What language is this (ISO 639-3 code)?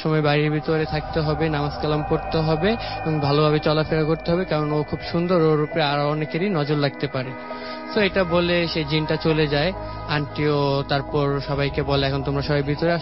ben